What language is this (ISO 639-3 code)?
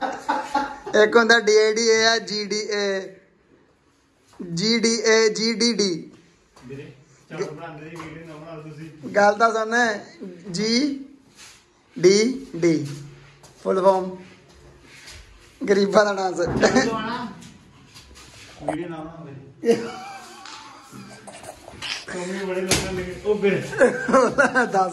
pan